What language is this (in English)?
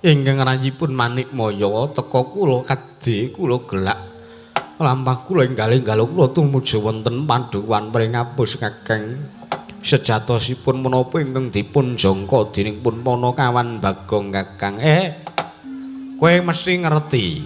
Javanese